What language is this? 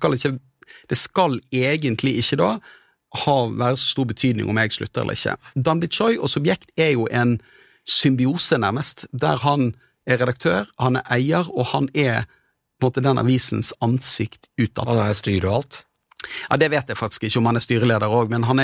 Norwegian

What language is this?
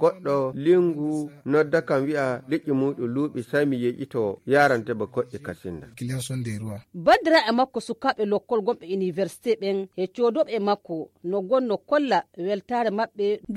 Nigerian Fulfulde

